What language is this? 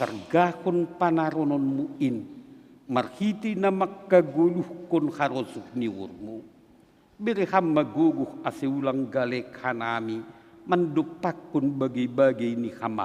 Batak Simalungun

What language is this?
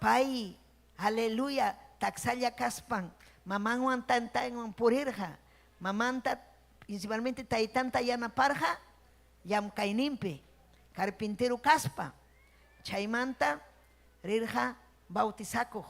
Ayacucho Quechua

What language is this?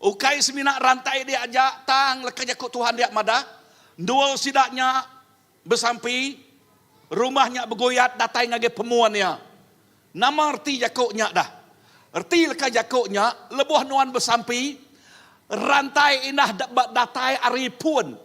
Iban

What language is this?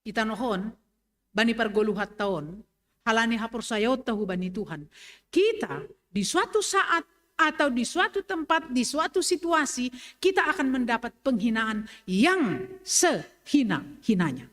Batak Simalungun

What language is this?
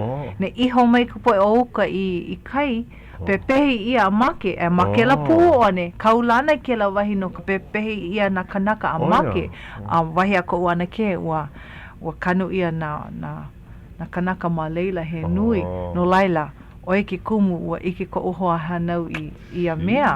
Hawaiian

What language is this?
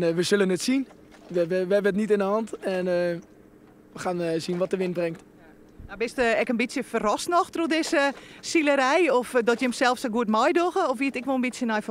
Western Frisian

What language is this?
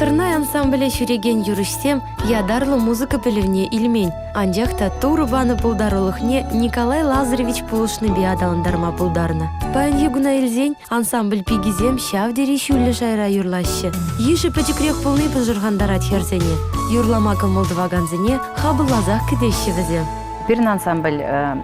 Chuvash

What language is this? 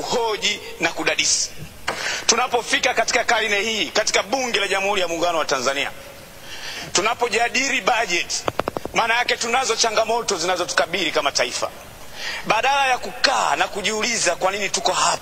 Swahili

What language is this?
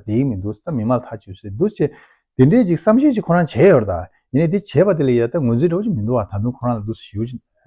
Tibetan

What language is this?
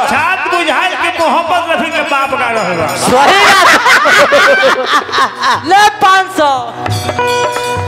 Bhojpuri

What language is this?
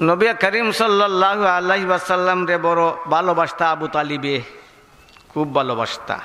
Sylheti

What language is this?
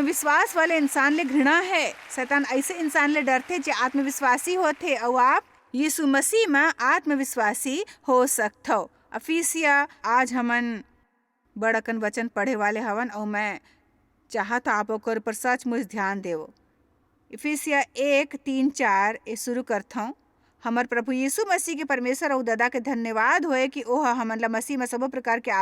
Chhattisgarhi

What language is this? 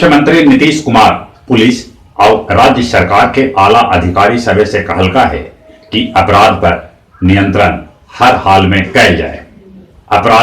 Magahi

